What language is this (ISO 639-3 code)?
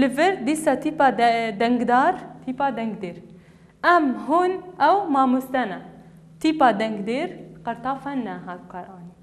kur